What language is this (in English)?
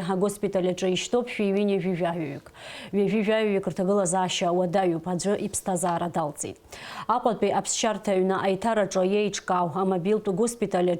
Abkhazian